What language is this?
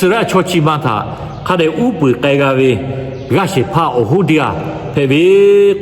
Lahu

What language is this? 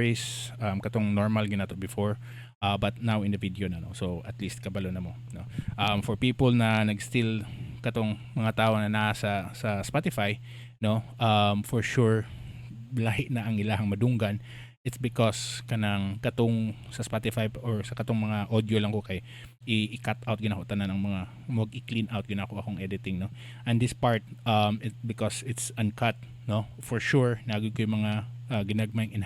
Cebuano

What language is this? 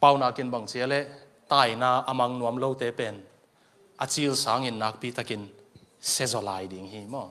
Tedim Chin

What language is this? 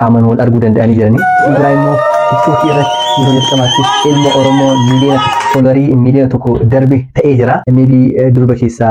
Oromo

